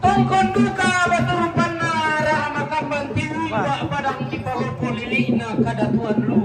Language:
Toraja-Sa'dan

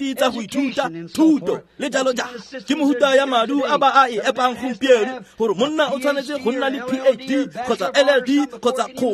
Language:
Tswana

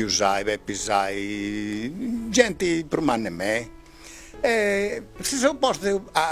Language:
Sardinian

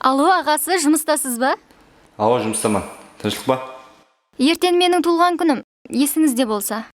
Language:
Kara-Kalpak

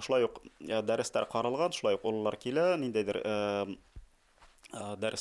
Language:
Bashkir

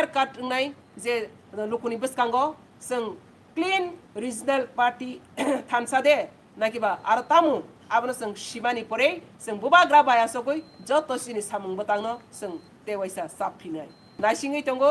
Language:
Kok Borok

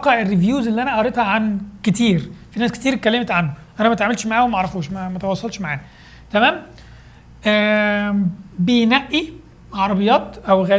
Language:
Egyptian Arabic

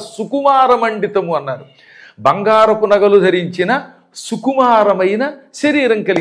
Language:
Telugu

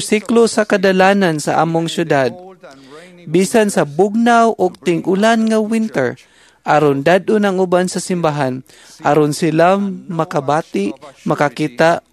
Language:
Cebuano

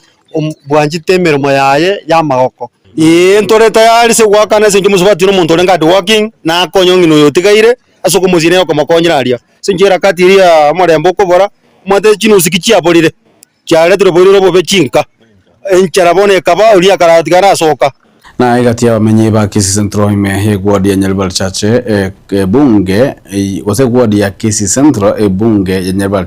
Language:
Gusii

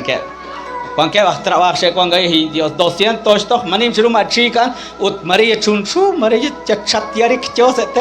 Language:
Kekchí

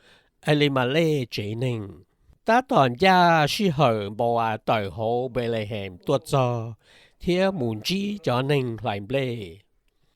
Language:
Hmong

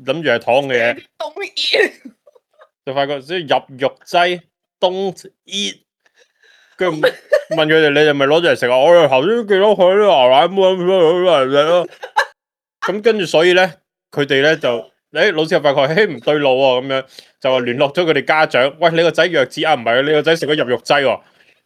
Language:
Cantonese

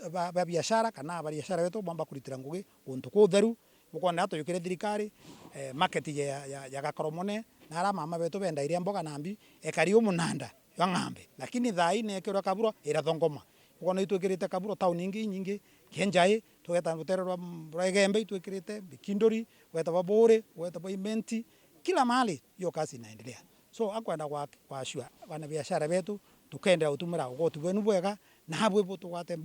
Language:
Meru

